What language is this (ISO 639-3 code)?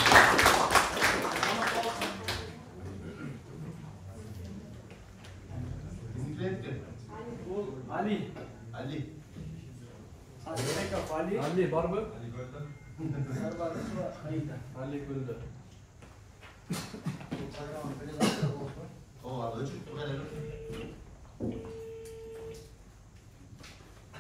kir